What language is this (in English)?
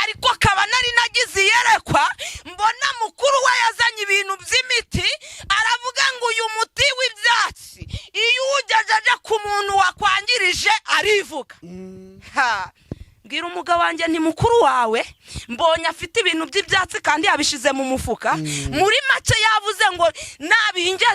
Kinyarwanda